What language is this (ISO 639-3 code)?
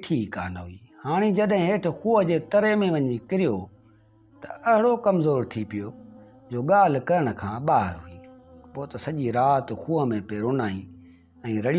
snd